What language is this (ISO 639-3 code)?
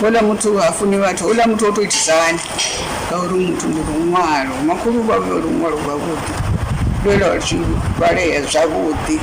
ven